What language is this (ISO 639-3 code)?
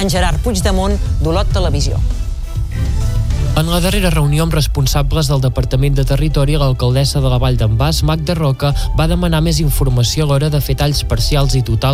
cat